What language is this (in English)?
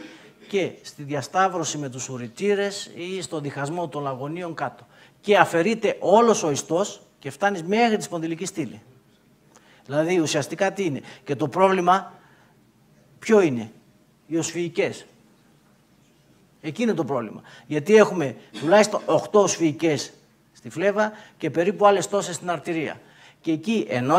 Greek